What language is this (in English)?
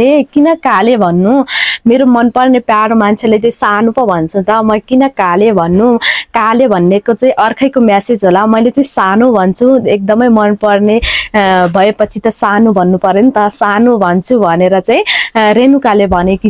Nepali